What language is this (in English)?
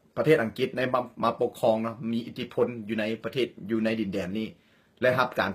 Lao